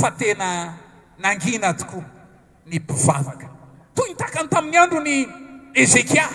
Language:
Malagasy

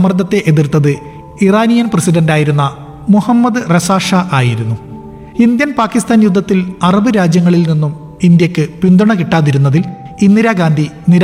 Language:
Malayalam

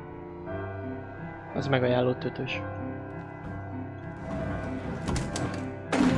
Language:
Hungarian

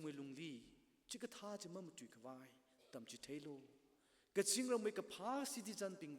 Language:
Tangkhul Naga (India)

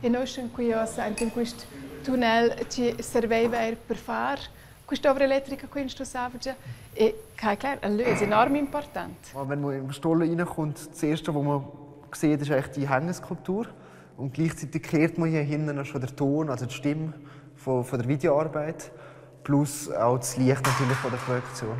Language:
Romansh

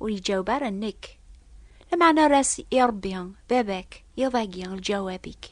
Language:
Kabyle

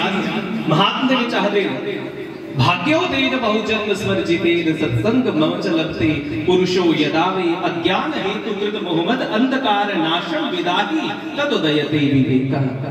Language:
Dogri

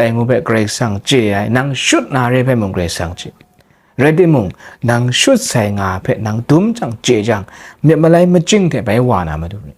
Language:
Kachin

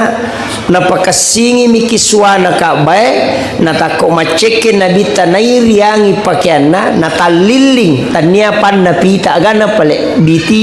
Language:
Buginese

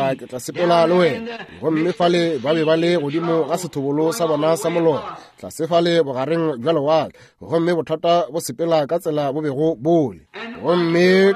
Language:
Northern Sotho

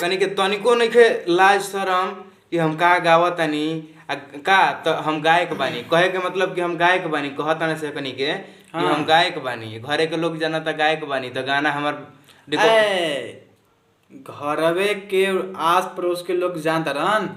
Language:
Bhojpuri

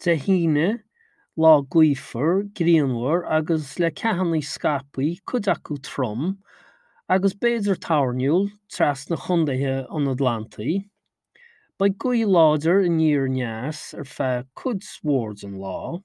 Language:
Irish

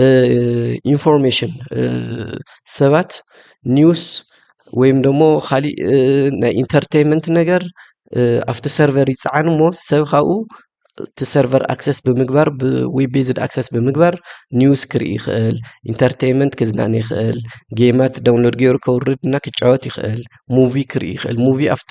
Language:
Tigrinya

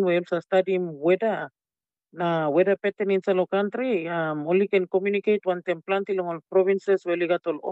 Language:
Tok Pisin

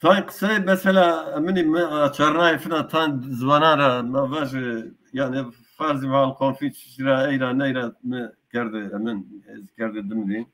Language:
Zaza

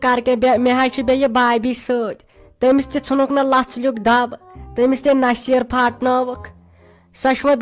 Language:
Kashmiri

